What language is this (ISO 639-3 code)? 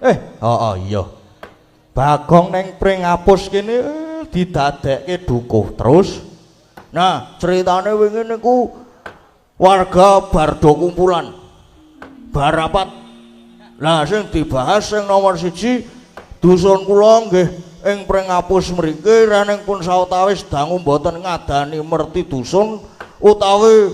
jav